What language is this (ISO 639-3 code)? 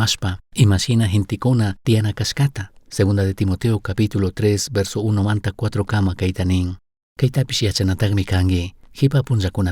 qug